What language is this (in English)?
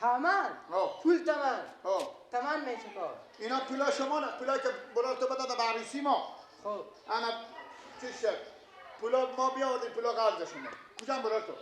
Persian